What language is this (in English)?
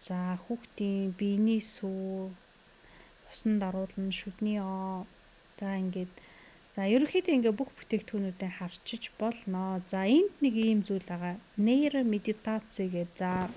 Mongolian